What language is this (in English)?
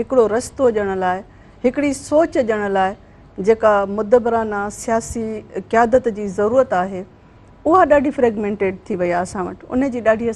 Sindhi